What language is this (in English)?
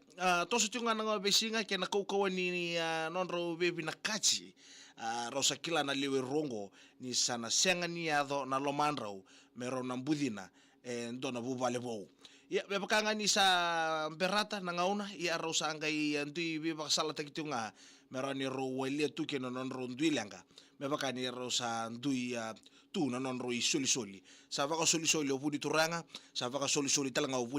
Fijian